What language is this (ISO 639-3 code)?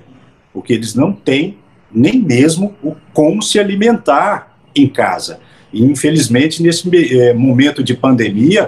por